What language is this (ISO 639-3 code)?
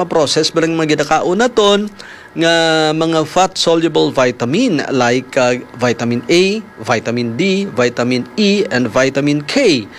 hil